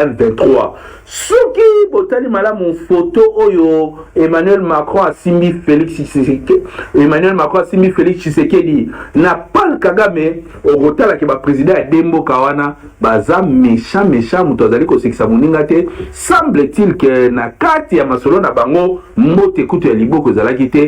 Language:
Lingala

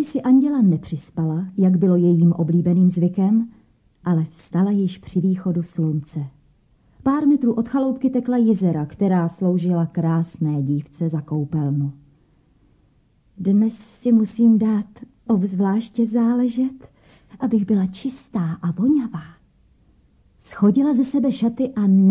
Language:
Czech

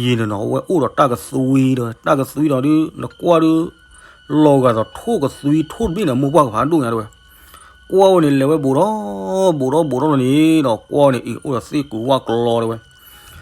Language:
S'gaw Karen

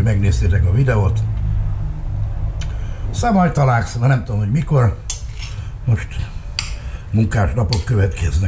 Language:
Hungarian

